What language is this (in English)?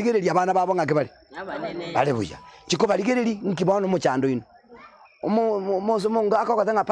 Gusii